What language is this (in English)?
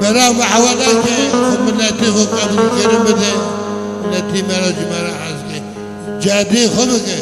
Kurdish